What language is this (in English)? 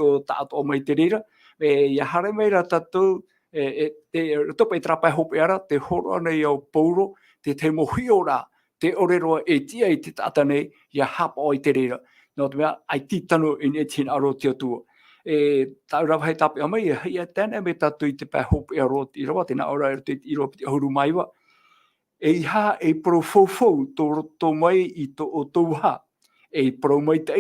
Tahitian